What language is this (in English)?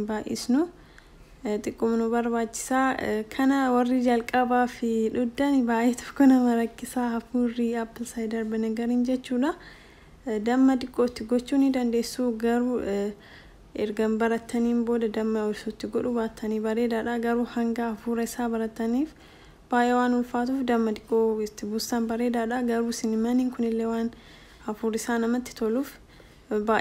Oromo